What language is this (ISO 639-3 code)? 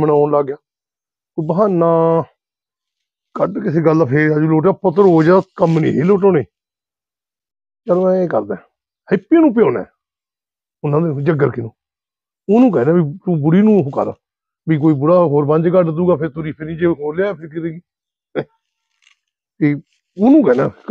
pan